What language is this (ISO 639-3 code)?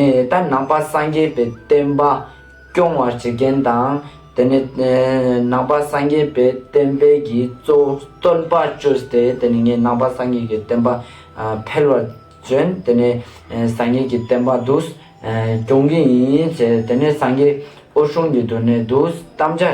lbj